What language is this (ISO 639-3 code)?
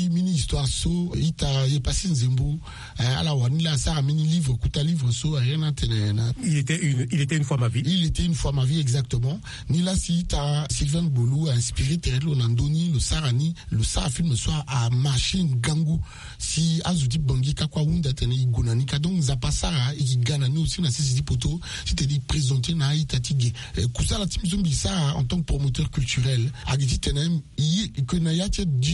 sag